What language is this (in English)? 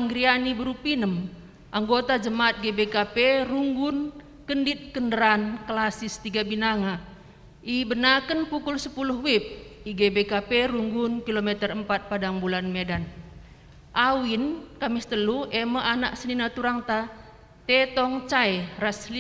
Batak Karo